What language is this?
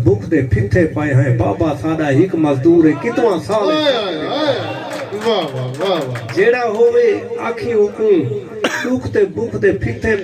Saraiki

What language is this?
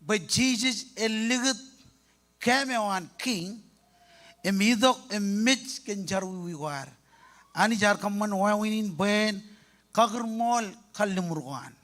Marshallese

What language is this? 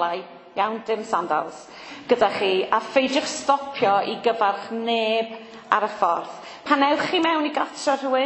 Welsh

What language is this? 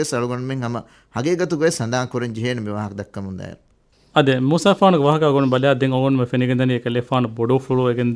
Divehi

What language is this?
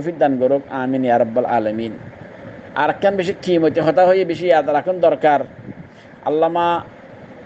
Rohingya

